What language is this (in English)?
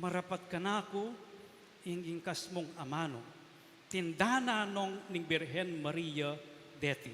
Pampanga